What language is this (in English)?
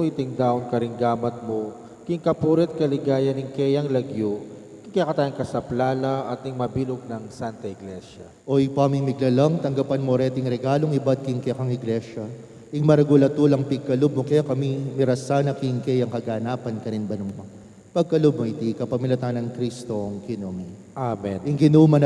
Pampanga